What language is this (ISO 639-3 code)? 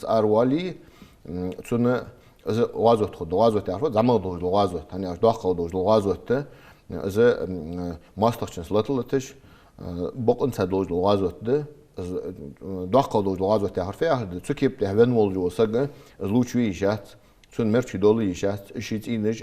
inh